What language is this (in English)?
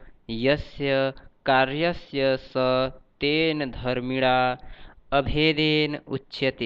Sanskrit